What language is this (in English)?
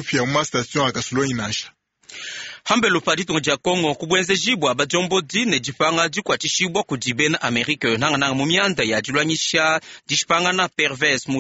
Luba-Lulua